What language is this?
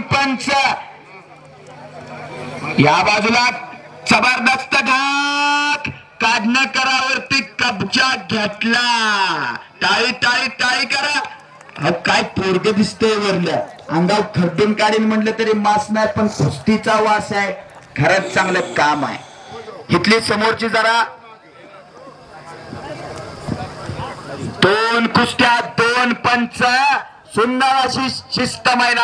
Marathi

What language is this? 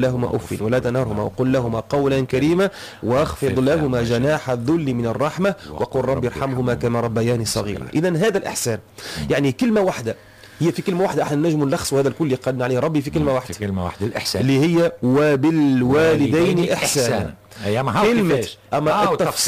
Tunisian Arabic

